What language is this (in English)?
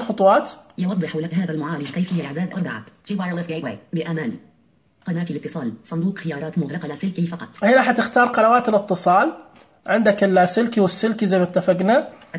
Najdi Arabic